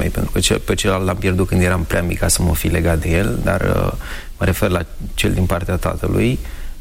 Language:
Romanian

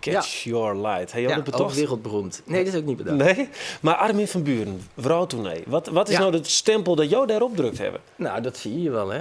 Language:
Western Frisian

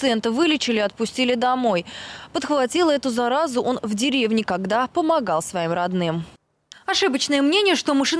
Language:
Russian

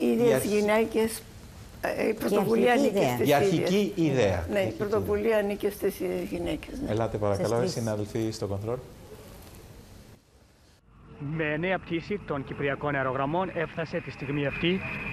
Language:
Greek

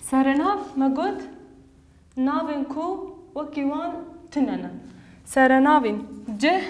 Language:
Kurdish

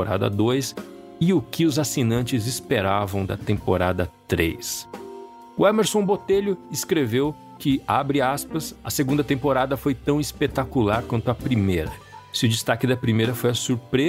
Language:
Portuguese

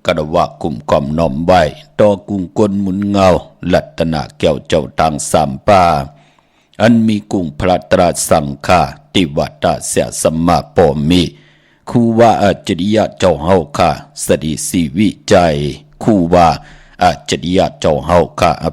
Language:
Shan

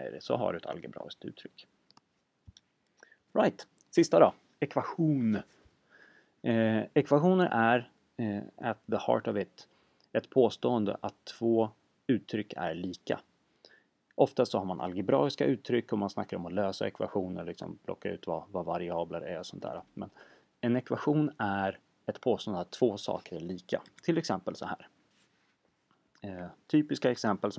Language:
Swedish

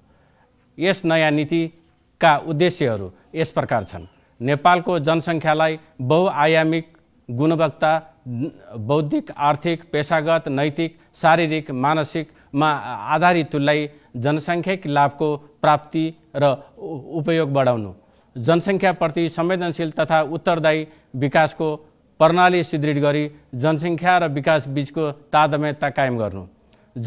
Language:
Nepali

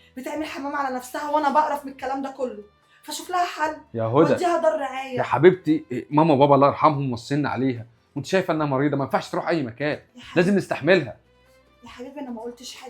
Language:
Egyptian Arabic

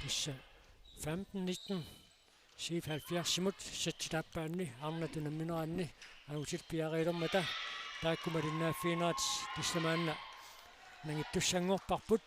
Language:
Kalaallisut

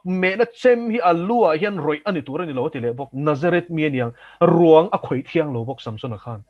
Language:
Mizo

